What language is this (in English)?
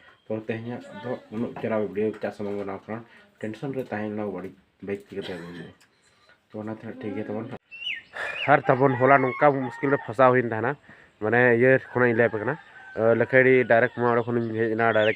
Santali